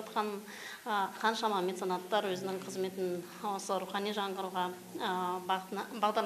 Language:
Kazakh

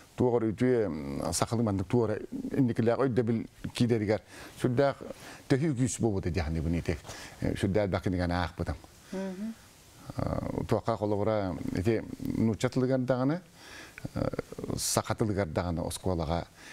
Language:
Tatar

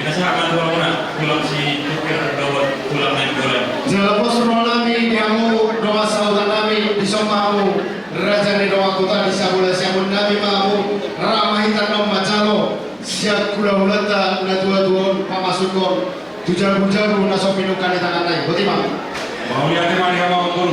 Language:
Batak Toba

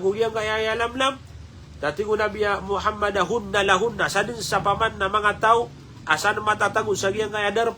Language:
Maranao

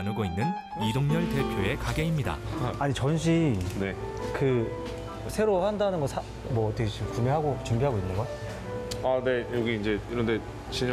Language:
Korean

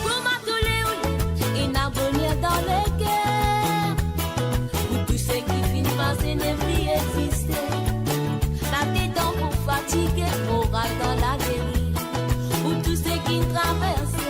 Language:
Morisyen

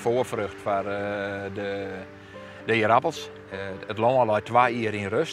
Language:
Western Frisian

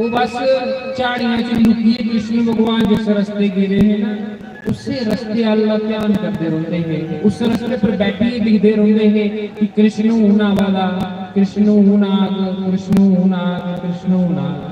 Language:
Dogri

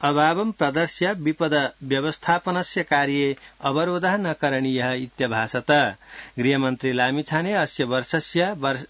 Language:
Sanskrit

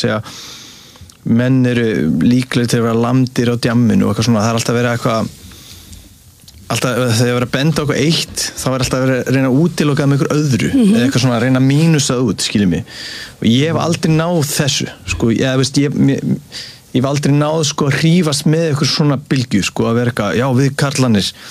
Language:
Icelandic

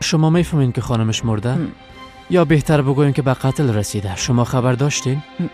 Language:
Persian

